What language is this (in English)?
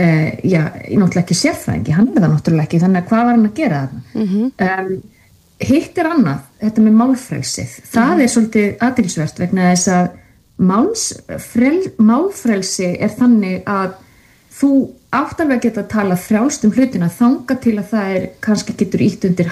Icelandic